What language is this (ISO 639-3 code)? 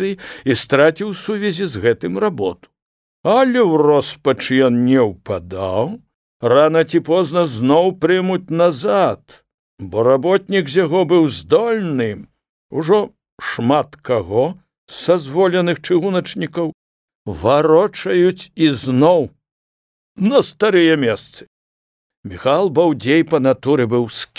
bel